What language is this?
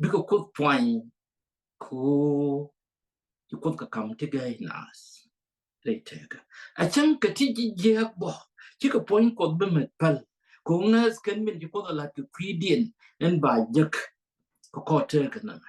Nuer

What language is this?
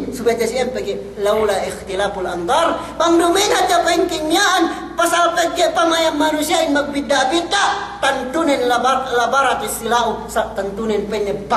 Yakan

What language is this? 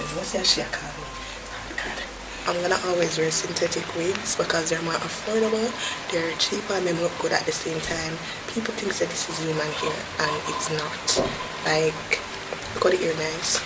Jamaican Creole English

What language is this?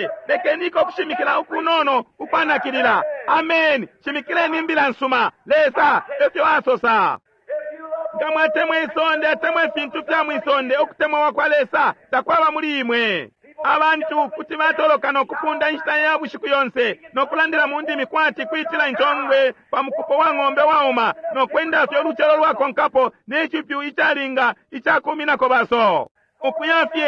Bemba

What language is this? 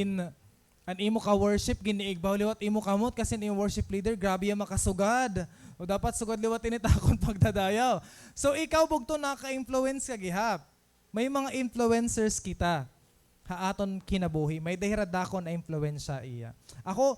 Waray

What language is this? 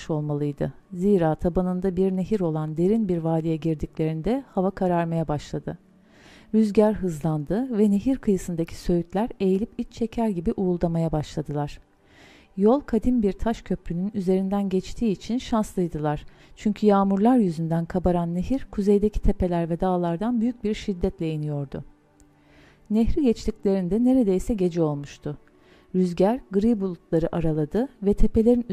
Turkish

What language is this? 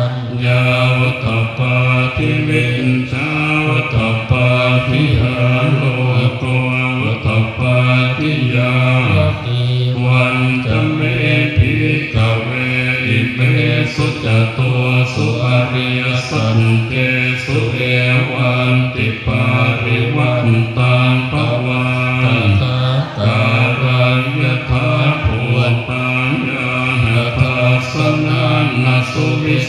Pali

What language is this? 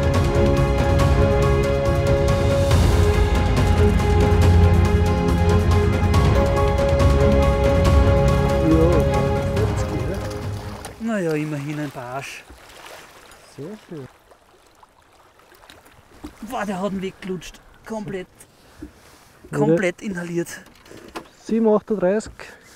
German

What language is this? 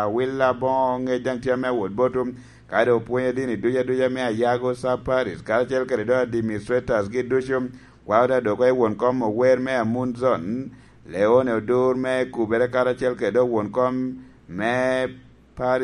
Lango (Uganda)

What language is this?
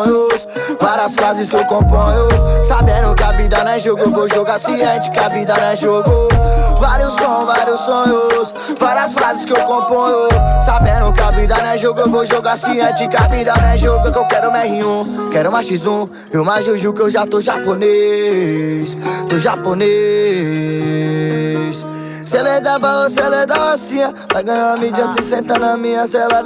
Portuguese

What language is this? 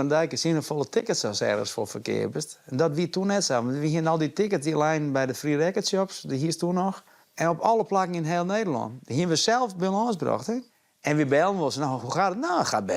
Western Frisian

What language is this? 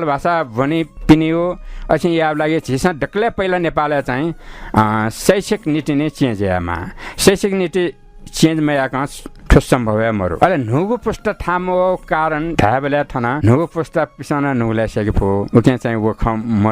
Newari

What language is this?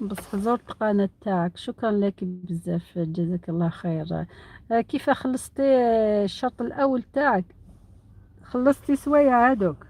Algerian Arabic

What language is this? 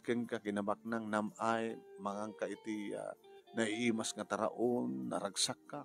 Iloko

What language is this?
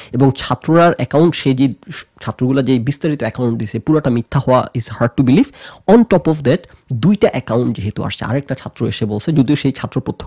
Bangla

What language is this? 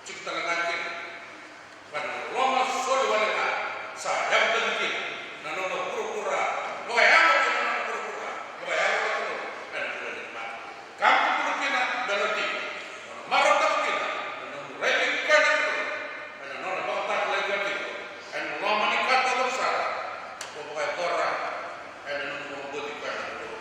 Fijian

